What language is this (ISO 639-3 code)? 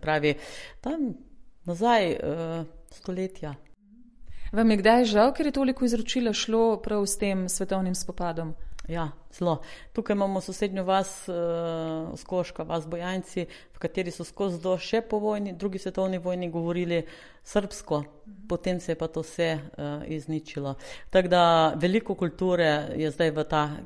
slv